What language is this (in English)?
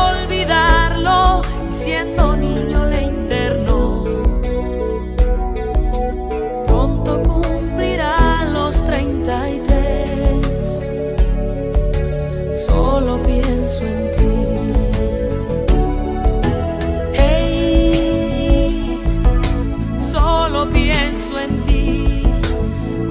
Spanish